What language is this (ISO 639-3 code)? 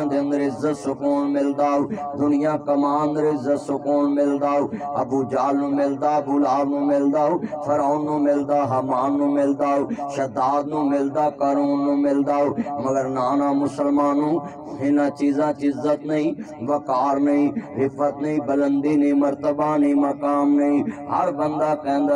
lah